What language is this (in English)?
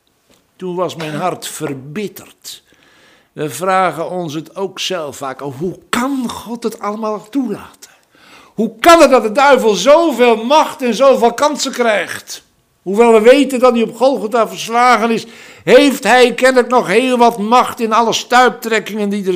Dutch